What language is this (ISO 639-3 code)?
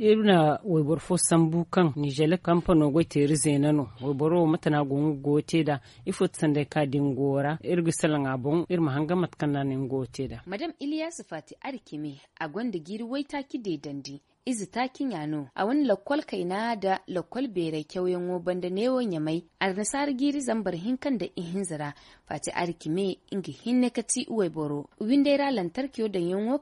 dje